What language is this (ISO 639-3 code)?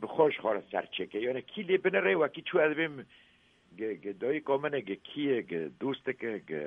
kur